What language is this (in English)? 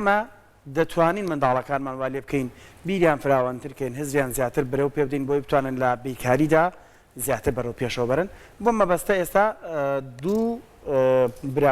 Central Kurdish